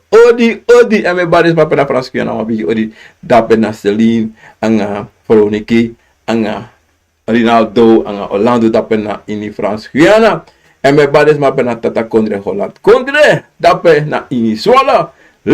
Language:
Sranan Tongo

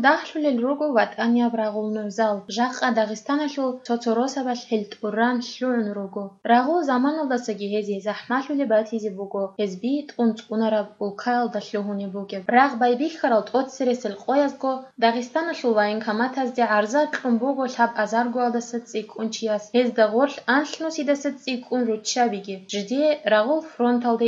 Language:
Avaric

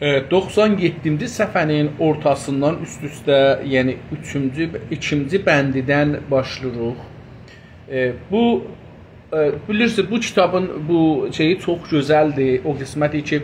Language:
South Azerbaijani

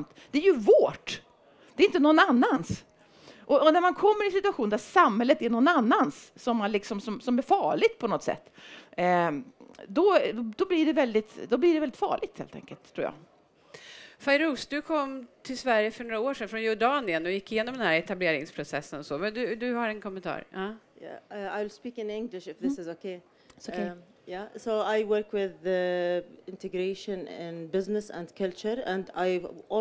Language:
Swedish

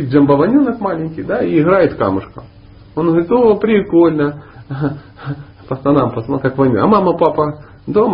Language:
Russian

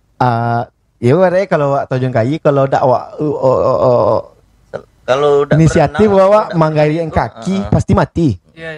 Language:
Minangkabau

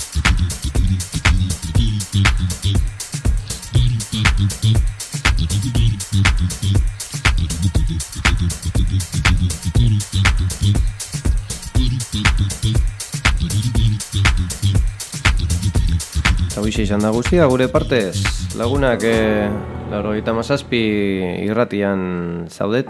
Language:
Basque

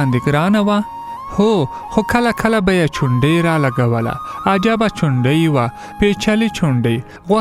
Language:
Pashto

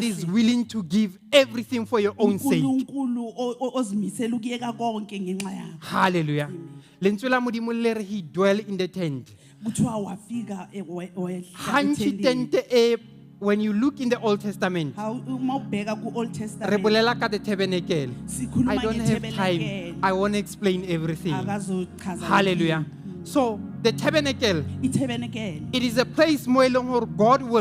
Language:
Southern Sotho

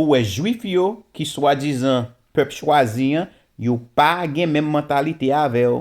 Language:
Haitian Creole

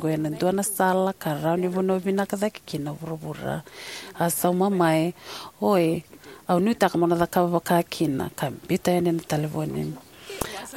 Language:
Fijian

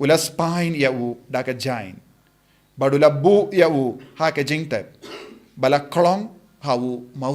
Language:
Khasi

